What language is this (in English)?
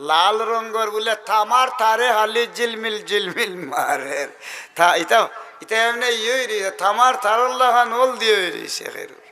Sylheti